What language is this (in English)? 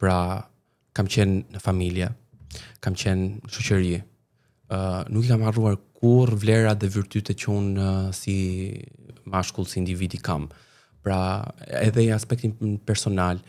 Albanian